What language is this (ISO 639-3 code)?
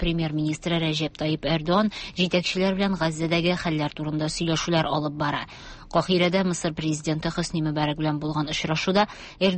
tat